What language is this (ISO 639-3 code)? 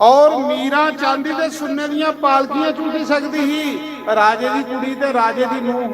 doi